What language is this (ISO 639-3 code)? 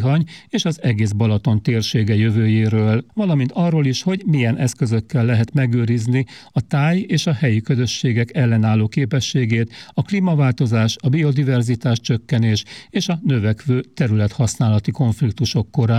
hun